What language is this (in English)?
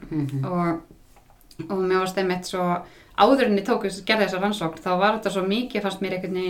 Icelandic